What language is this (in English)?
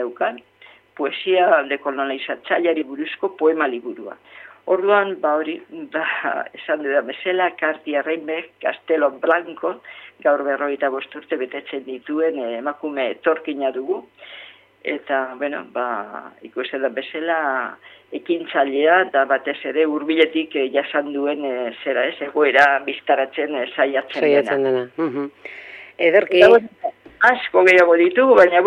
Basque